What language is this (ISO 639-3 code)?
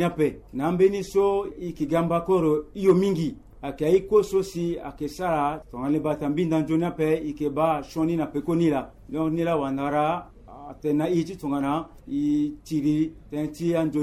sag